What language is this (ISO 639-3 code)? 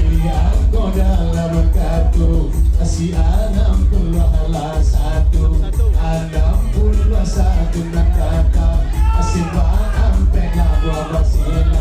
min